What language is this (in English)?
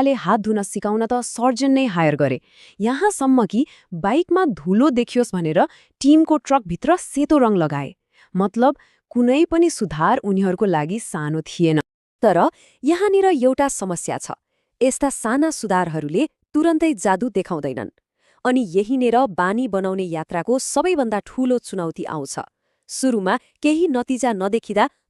Nepali